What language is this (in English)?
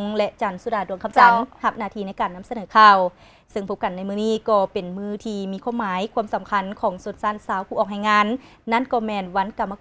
Lao